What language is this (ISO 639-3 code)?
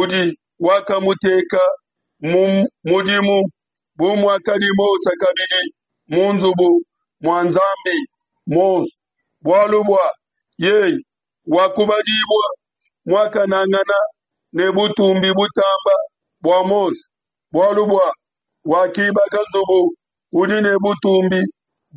lua